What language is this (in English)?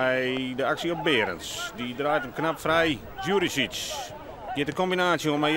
Western Frisian